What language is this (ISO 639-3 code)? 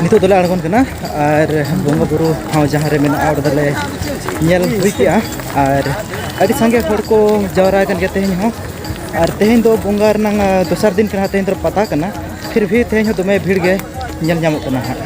sat